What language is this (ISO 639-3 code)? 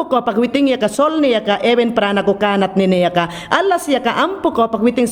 yan